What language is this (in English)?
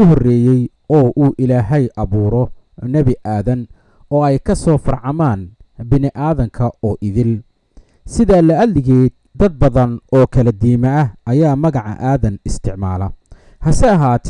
Somali